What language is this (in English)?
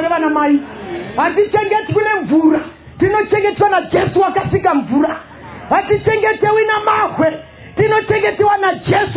Shona